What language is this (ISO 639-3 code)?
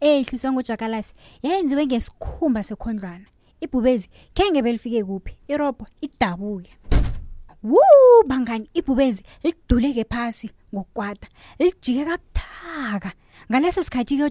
nbl